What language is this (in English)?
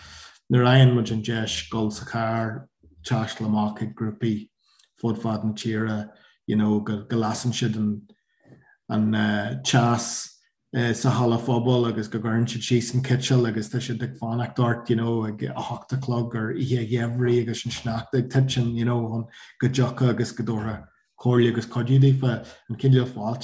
Irish